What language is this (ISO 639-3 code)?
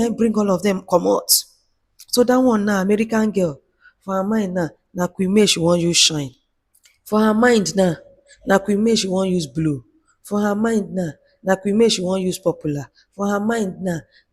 pcm